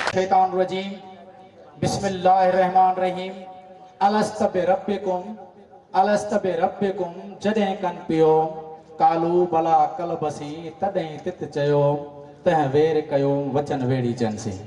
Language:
Sindhi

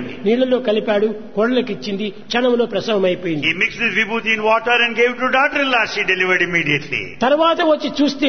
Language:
Telugu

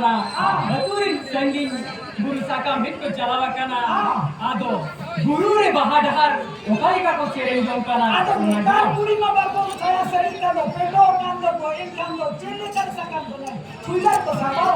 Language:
Santali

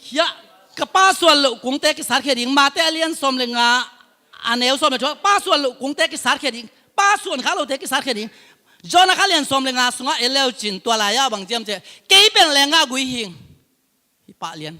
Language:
Tedim Chin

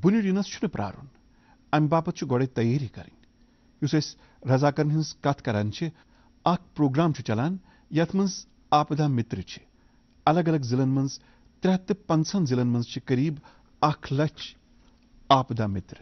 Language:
Kashmiri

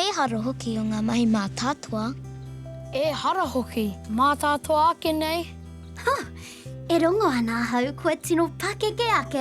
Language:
Māori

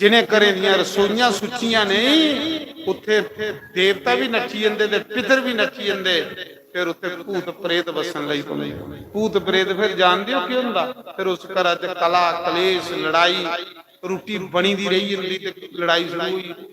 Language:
Dogri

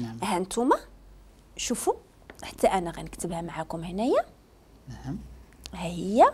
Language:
Moroccan Arabic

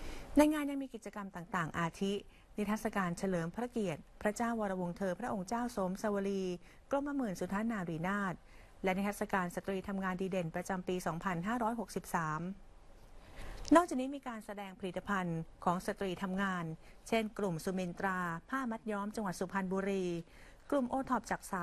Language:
Thai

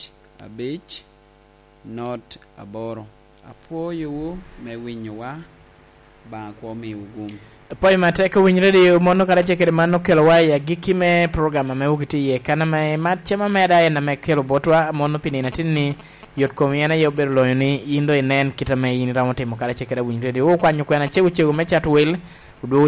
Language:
Lango (Uganda)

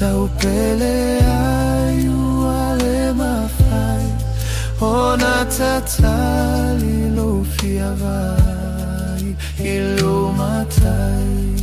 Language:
Samoan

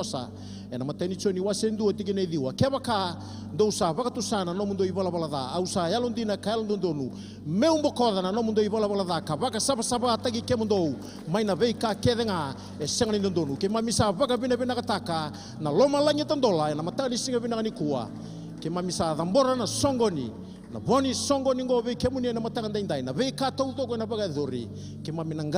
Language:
Fijian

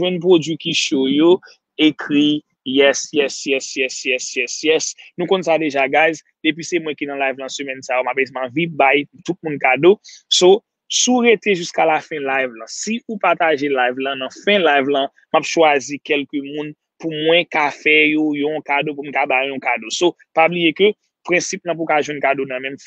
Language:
Haitian Creole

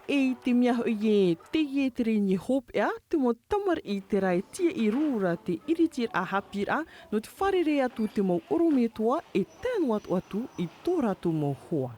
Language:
Tahitian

